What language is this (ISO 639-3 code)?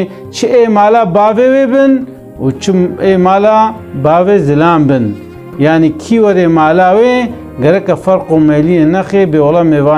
kur